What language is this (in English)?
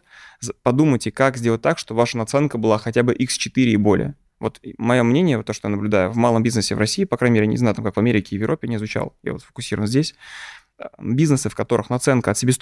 Russian